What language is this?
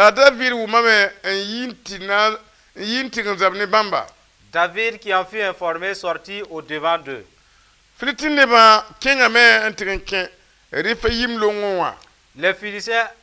Mossi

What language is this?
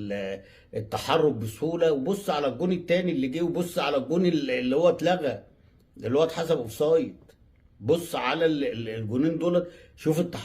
Egyptian Arabic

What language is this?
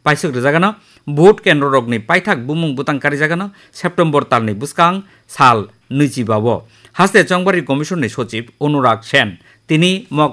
Kok Borok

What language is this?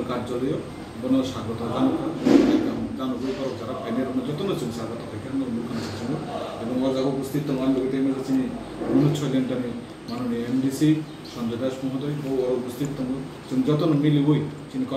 Kok Borok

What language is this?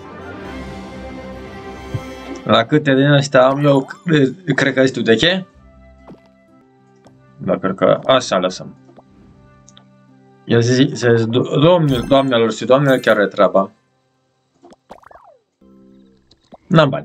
Romanian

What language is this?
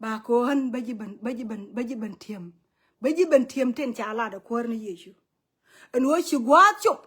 Nuer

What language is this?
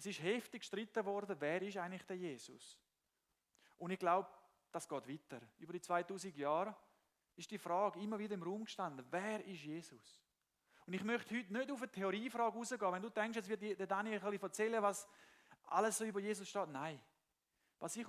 Swiss German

